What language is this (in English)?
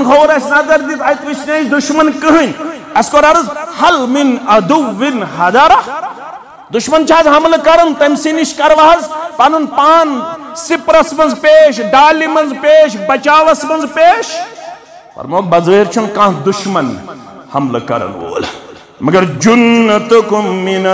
Kashmiri